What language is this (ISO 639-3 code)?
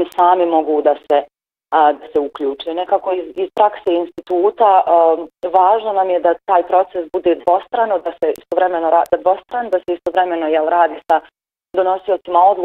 bos